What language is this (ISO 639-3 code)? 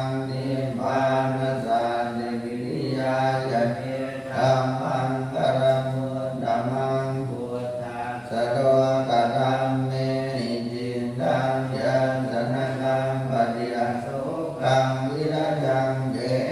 pli